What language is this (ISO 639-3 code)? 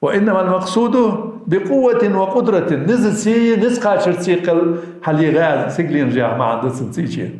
inh